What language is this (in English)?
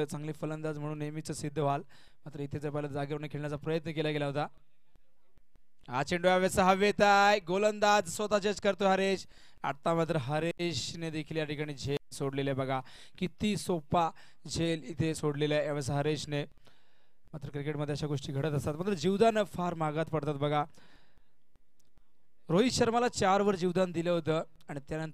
Marathi